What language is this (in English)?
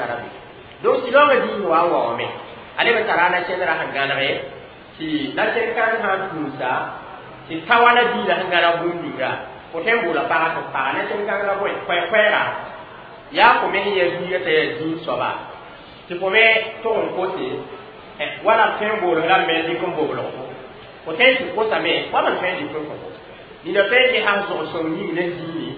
Mossi